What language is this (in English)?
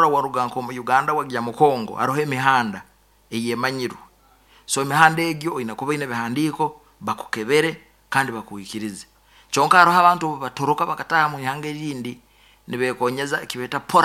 Nyoro